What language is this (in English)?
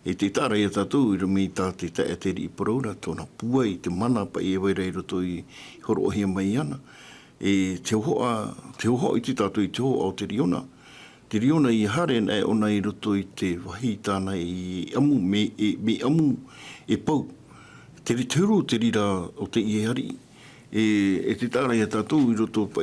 Tahitian